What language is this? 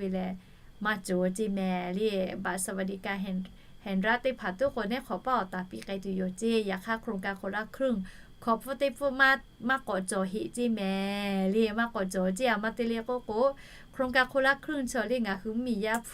Lahu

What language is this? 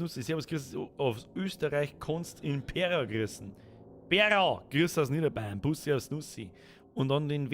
Bavarian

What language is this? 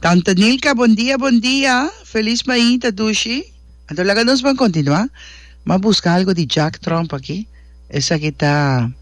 Papiamento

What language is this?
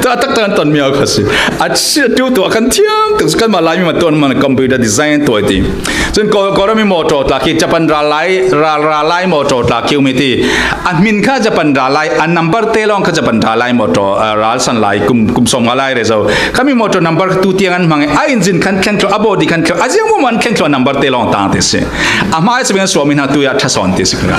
Falam Chin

